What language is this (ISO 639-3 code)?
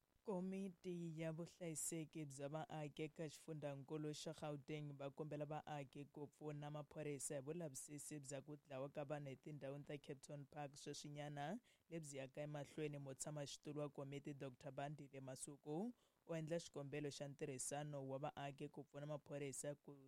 tso